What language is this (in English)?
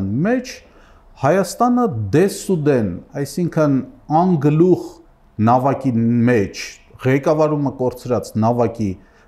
Armenian